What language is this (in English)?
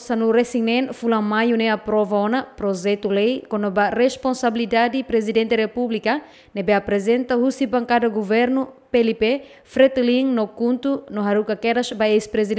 Tetum